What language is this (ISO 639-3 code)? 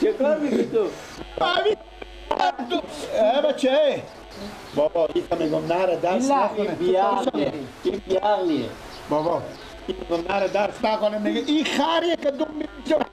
fas